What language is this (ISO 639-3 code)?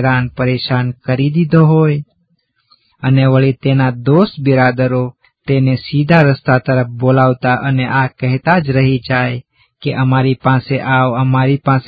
guj